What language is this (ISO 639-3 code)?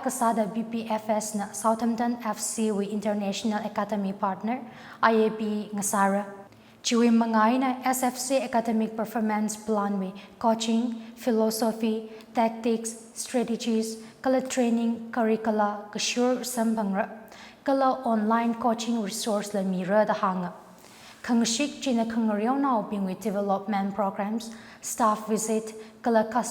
nmf